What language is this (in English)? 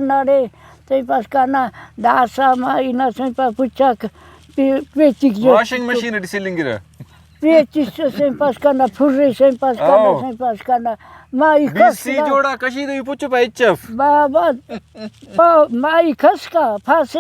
Brahui